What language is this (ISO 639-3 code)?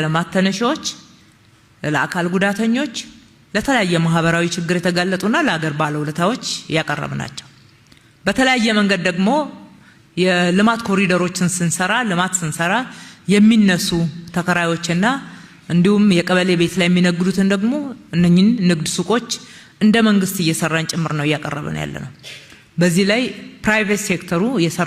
amh